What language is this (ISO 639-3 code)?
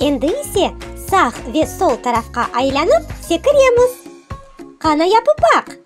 crh